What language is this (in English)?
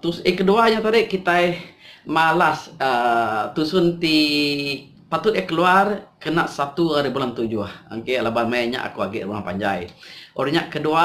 Iban